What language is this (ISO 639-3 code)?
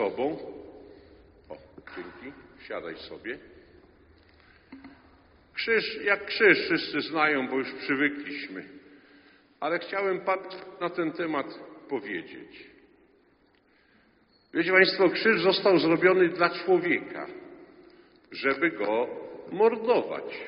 pol